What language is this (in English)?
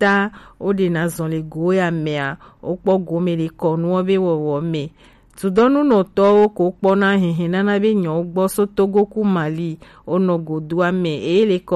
Gen